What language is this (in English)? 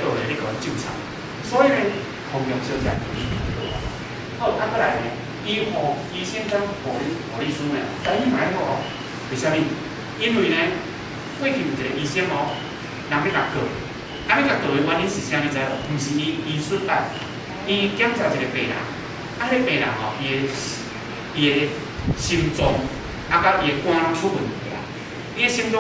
Min Nan Chinese